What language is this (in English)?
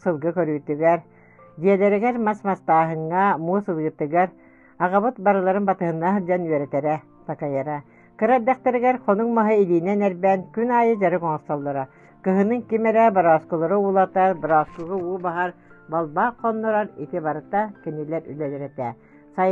Yakut